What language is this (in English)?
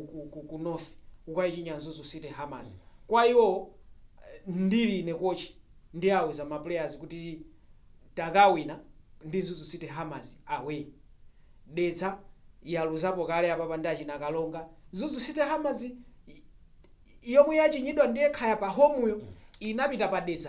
Nyanja